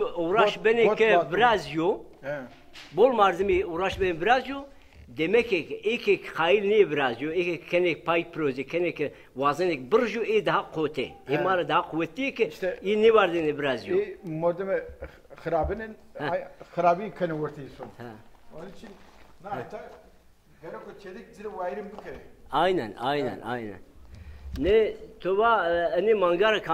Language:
Zaza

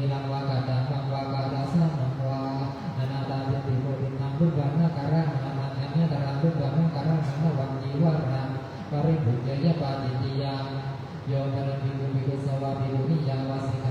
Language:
Pali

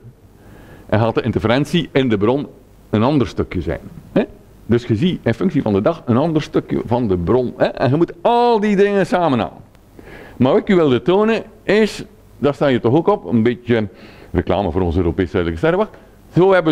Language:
Dutch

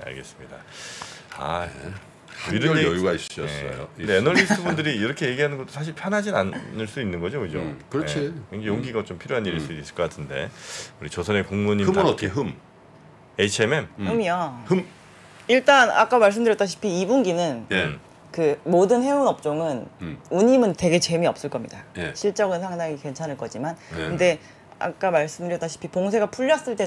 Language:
Korean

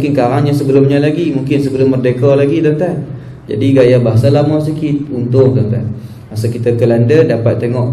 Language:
Malay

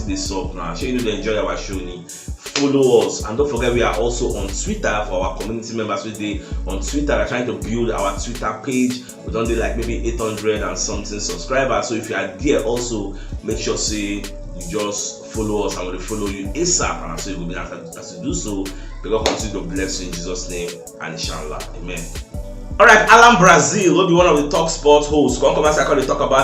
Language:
Nigerian Pidgin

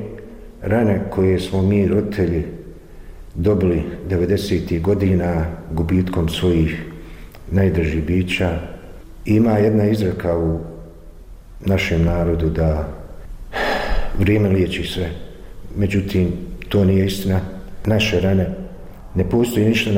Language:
Bosnian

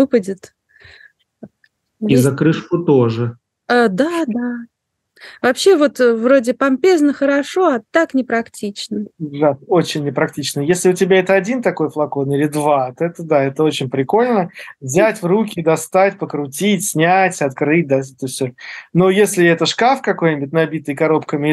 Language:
Russian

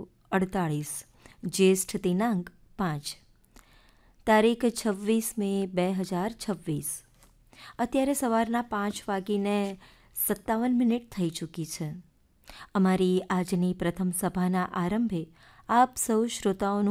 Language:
Gujarati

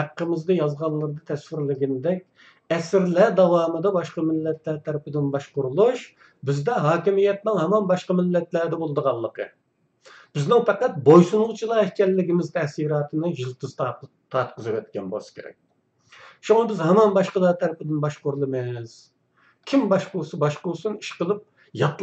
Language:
Uyghur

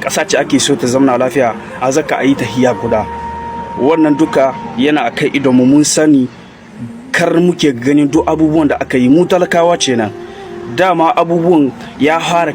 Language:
Hausa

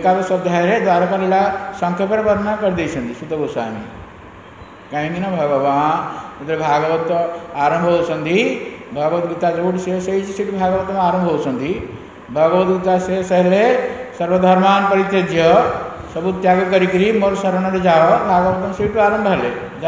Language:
Odia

